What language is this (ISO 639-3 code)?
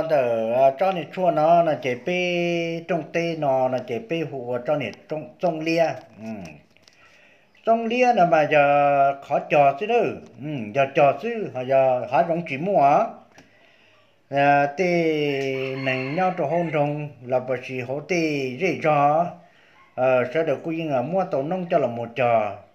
vie